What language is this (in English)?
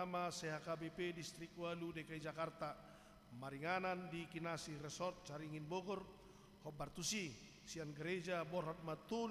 Batak Toba